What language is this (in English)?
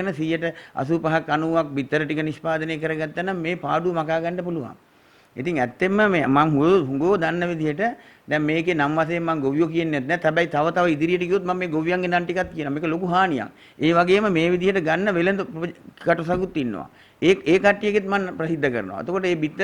Sinhala